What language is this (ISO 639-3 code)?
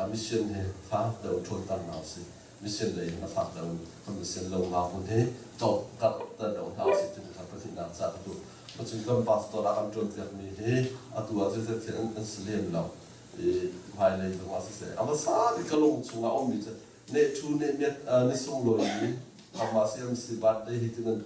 cnh